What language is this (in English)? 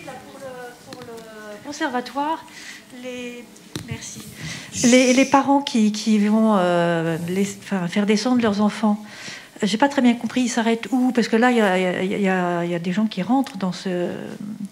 French